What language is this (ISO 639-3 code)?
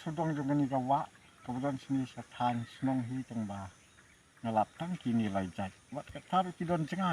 kha